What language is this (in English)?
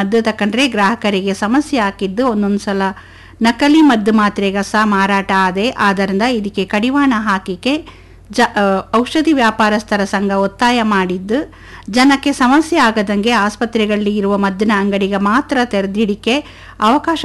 Kannada